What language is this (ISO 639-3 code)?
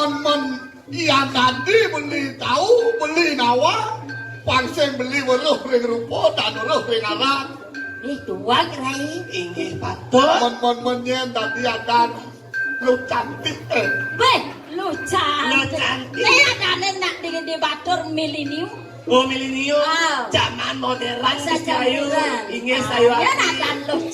ban